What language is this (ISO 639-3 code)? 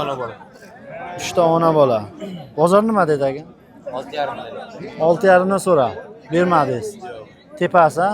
uzb